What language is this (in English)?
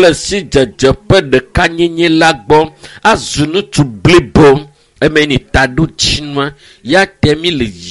Ewe